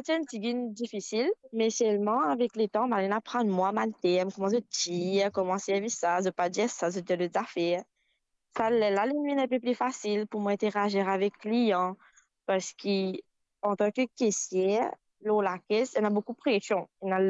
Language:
Morisyen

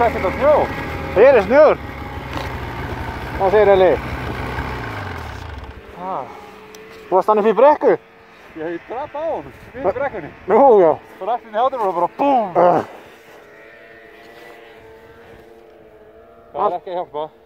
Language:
Icelandic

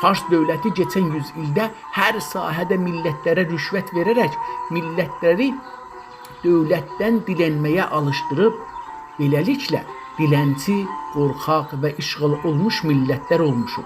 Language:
South Azerbaijani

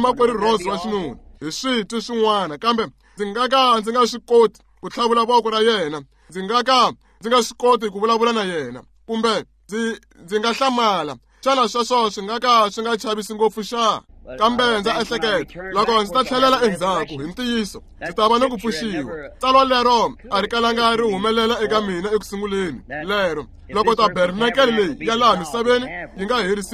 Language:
Tsonga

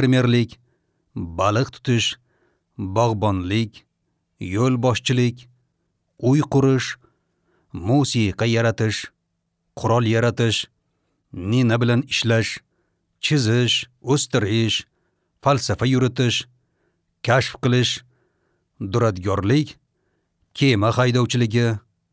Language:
Uzbek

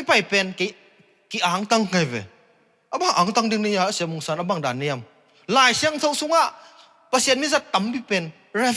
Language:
Tedim Chin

